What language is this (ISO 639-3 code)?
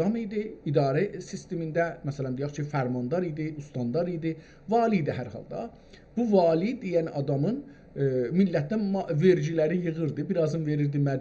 azb